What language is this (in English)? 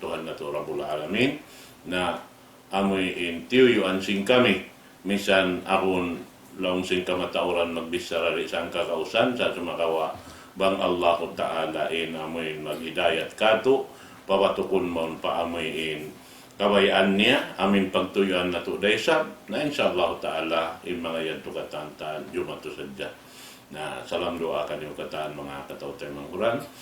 Tausug